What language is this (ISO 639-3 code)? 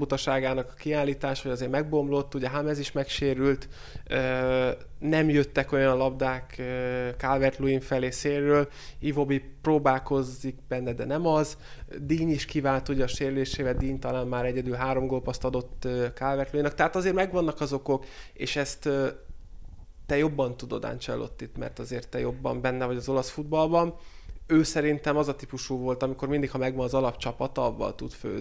hun